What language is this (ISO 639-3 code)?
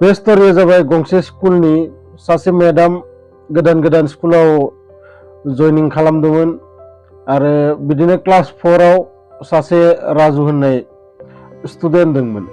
brx